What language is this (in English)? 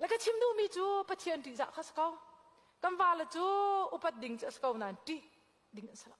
Hakha Chin